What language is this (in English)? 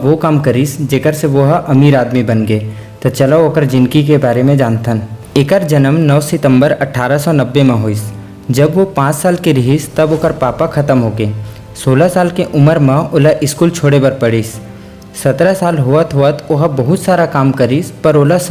Chhattisgarhi